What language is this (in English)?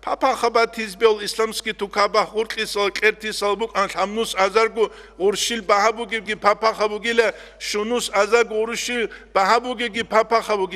Avaric